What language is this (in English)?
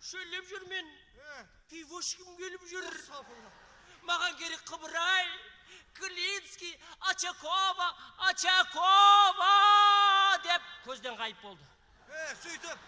Kara-Kalpak